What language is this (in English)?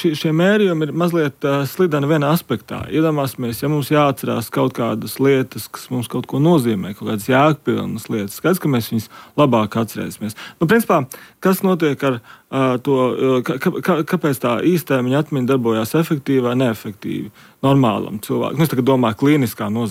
Latvian